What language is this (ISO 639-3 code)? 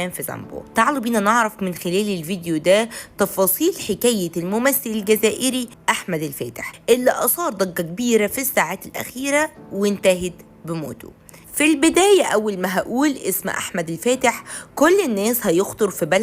arz